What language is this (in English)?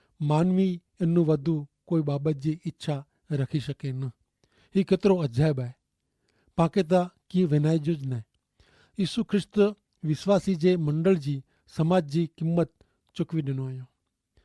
Kachhi